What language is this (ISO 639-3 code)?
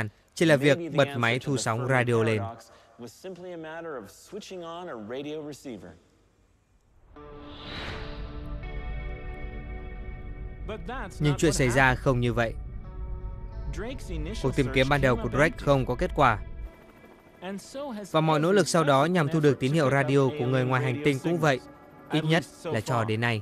vie